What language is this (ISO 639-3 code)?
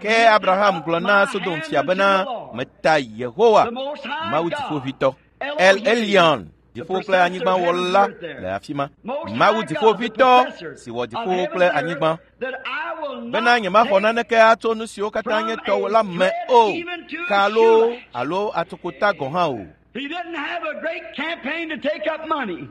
ewe